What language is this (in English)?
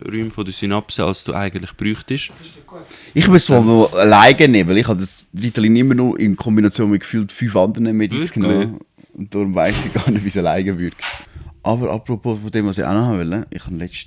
Swiss German